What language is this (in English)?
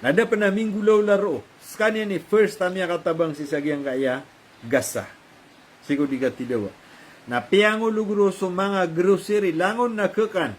Maranao